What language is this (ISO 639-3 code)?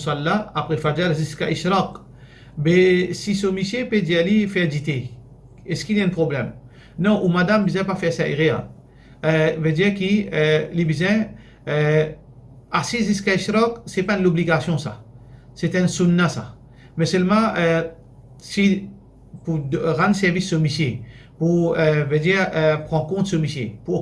mfe